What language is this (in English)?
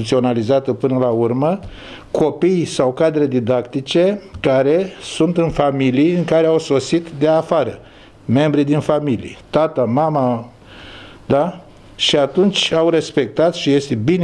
Romanian